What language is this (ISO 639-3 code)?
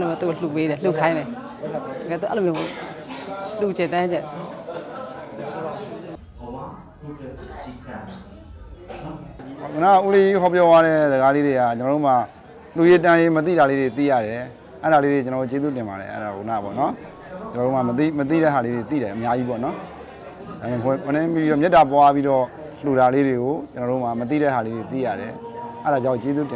mya